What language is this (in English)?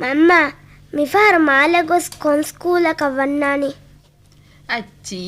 Divehi